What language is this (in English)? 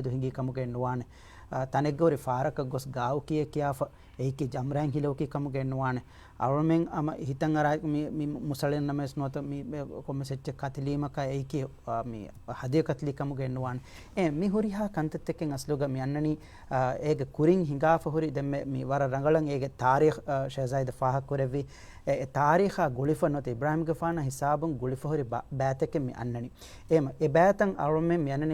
Divehi